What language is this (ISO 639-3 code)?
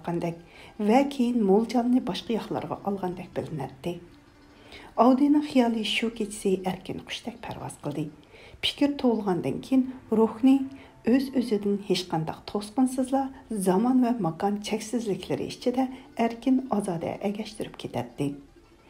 uig